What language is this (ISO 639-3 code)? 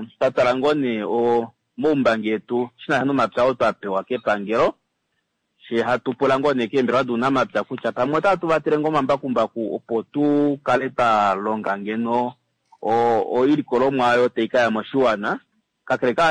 kua